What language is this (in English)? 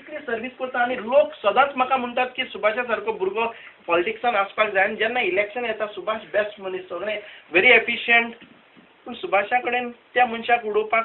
Konkani